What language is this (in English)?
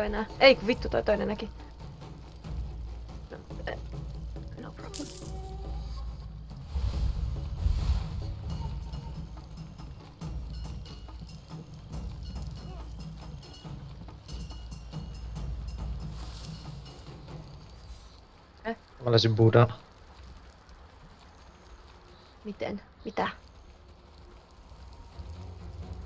Finnish